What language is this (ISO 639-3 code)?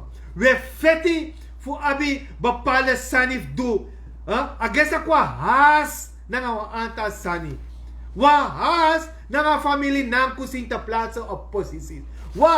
srn